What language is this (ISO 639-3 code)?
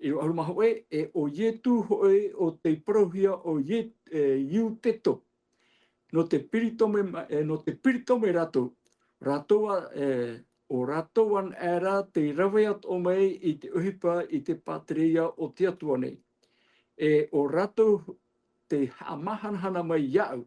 tah